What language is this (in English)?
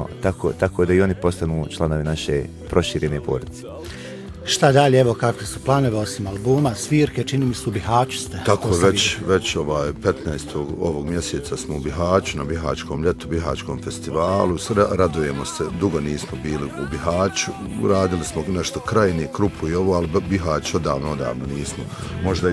Bosnian